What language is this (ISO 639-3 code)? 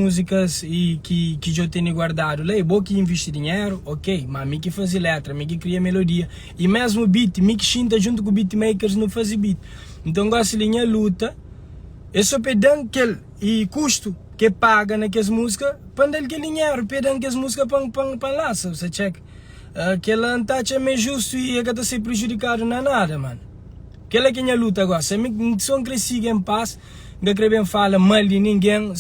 kea